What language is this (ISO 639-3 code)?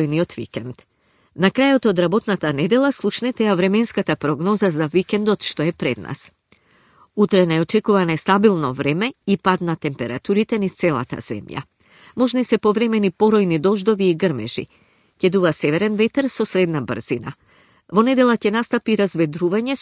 mkd